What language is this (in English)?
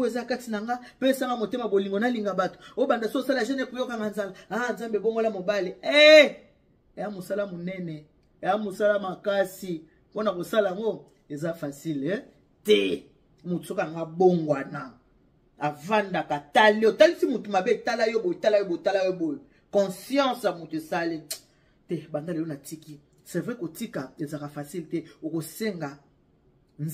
Lingala